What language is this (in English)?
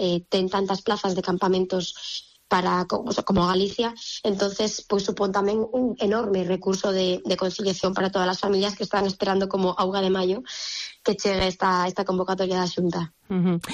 Galician